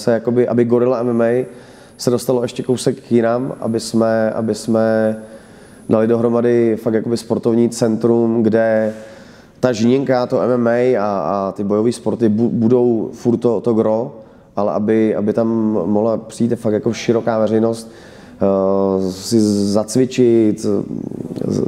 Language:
Czech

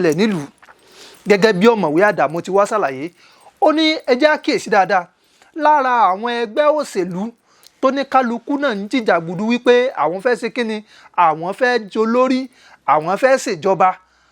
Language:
Yoruba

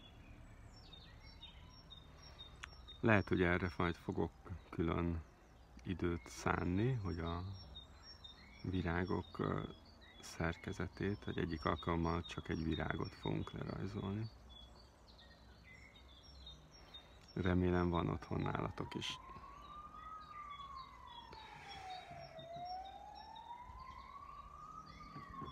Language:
Hungarian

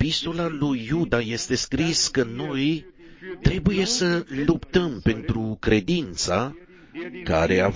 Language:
Romanian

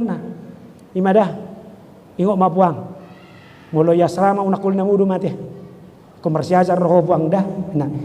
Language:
Batak Toba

